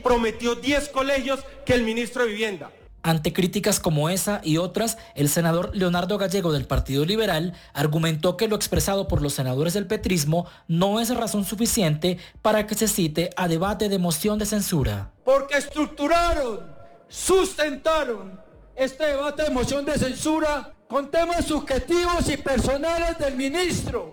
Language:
Spanish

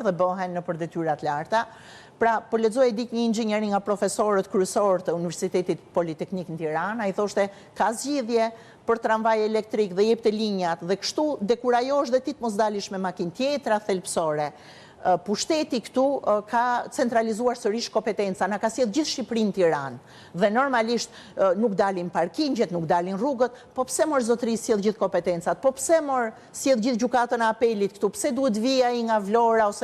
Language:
Albanian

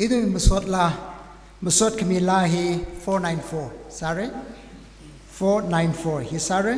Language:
Tangkhul Naga (India)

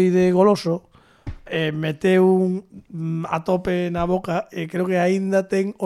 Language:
Galician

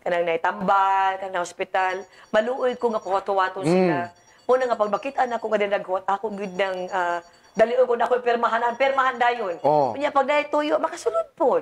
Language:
Cebuano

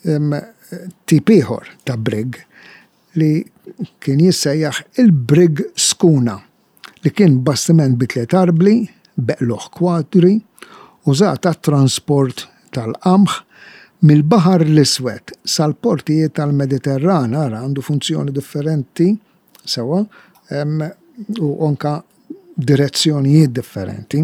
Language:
Maltese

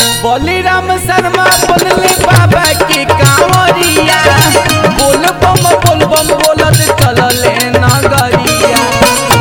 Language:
Bhojpuri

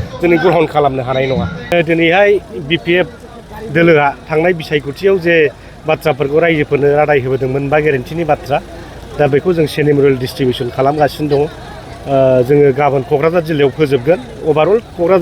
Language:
Bodo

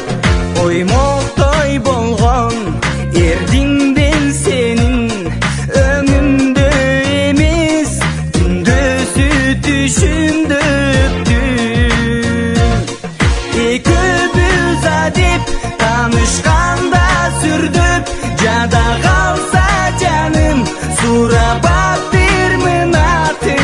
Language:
Kyrgyz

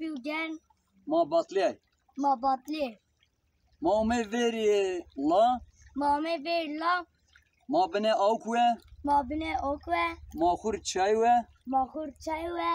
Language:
Zaza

